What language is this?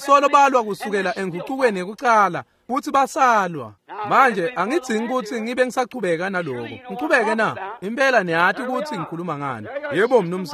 Swati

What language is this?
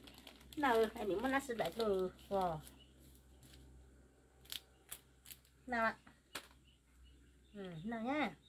Vietnamese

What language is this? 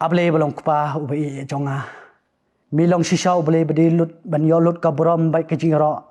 Khasi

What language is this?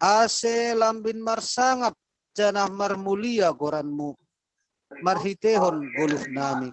Batak Simalungun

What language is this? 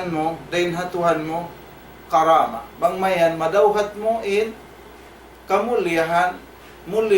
Tausug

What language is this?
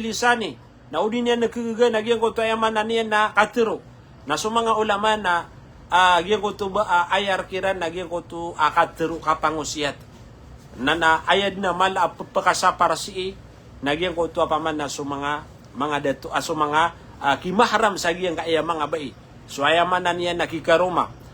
Maranao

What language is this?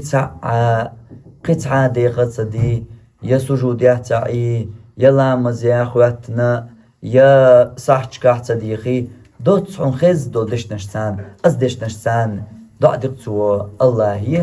Chechen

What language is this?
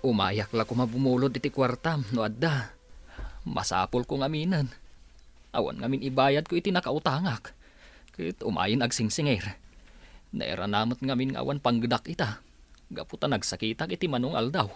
Iloko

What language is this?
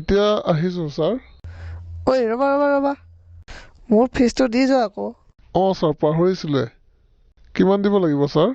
Assamese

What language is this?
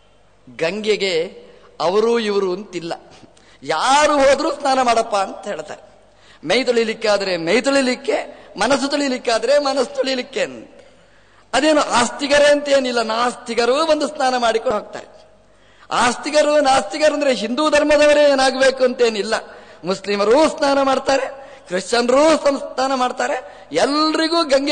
Kannada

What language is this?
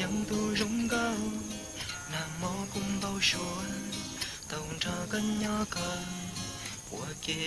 Hmong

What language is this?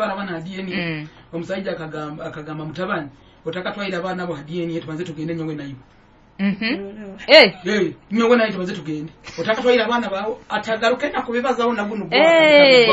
Nyoro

